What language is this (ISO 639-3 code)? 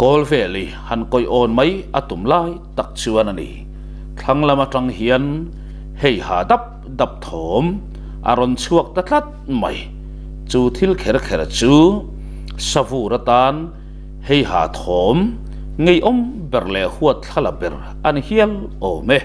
lus